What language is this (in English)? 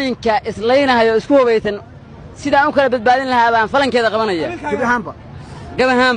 Somali